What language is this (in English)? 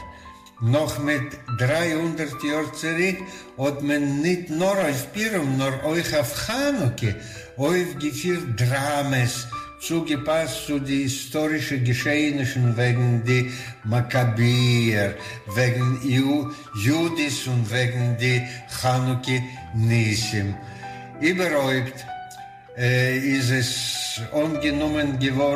Yiddish